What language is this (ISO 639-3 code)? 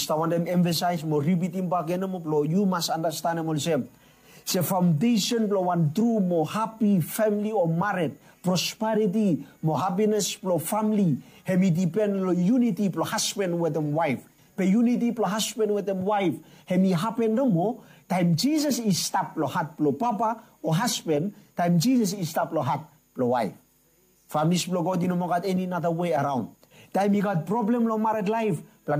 bis